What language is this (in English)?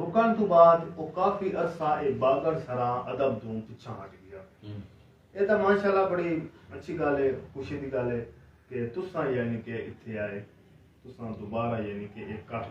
Saraiki